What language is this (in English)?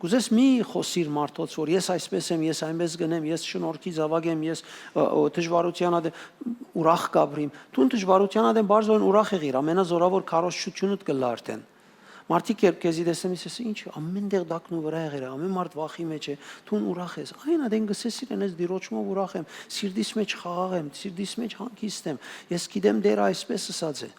Western Armenian